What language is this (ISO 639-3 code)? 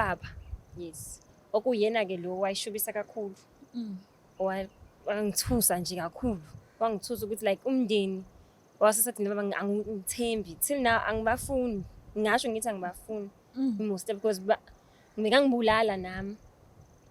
zul